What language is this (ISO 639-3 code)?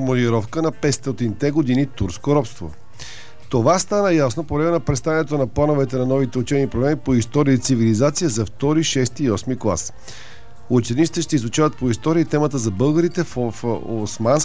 bul